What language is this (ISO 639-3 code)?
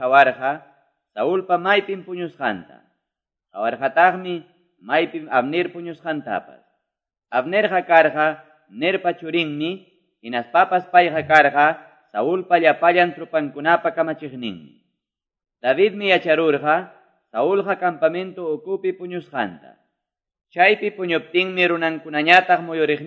que